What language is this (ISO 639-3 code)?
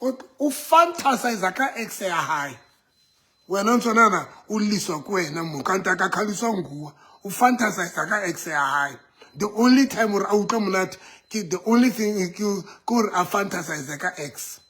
sot